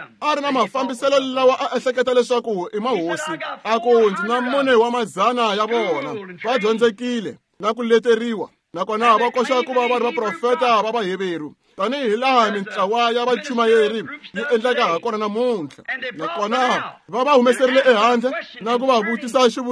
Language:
Tsonga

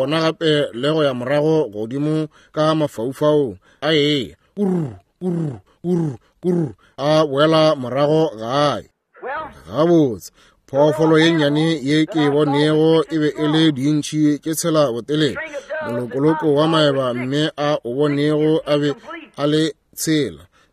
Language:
Northern Sotho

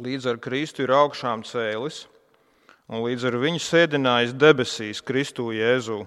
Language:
Latvian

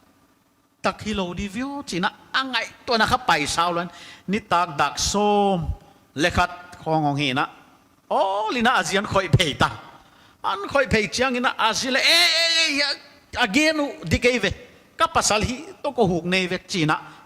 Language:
Paite Chin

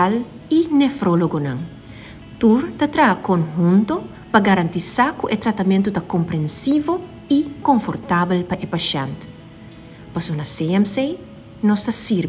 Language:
Papiamento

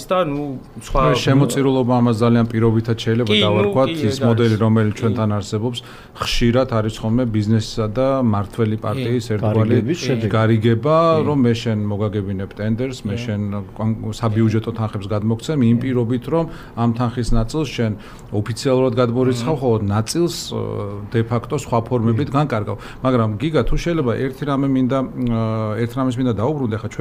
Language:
Georgian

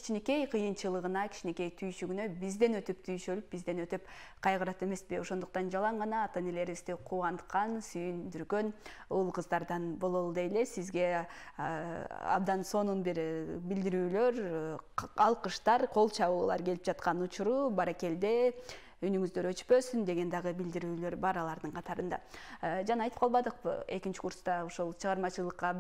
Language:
Kyrgyz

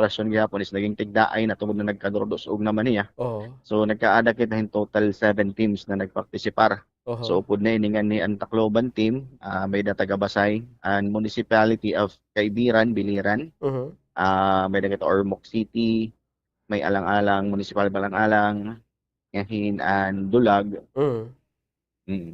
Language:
Waray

